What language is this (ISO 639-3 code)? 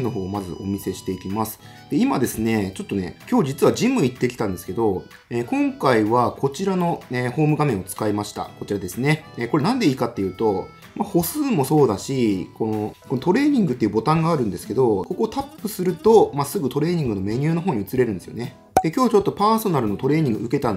jpn